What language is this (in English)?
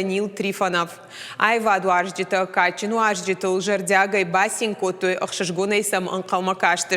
Ossetic